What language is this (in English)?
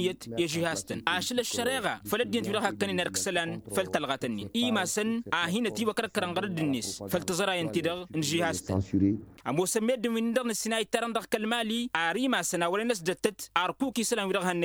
Tamasheq